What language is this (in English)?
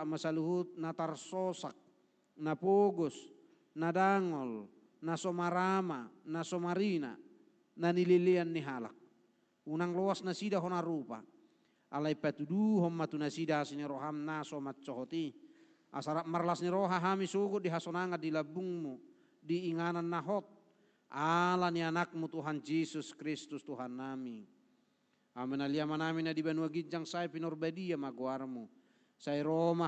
Batak Toba